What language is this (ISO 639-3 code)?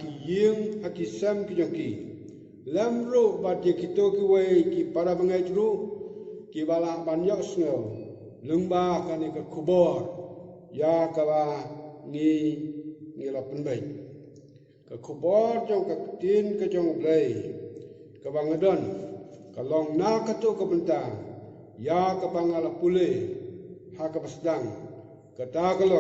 kha